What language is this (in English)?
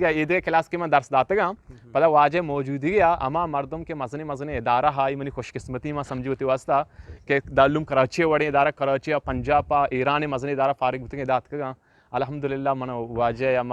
Eastern Balochi